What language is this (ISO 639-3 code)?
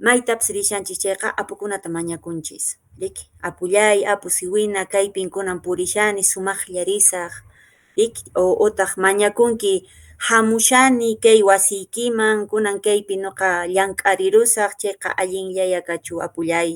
que